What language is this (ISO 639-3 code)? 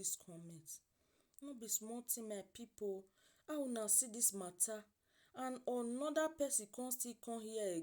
pcm